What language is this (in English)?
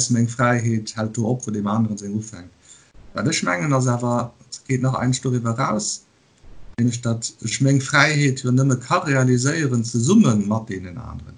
Luxembourgish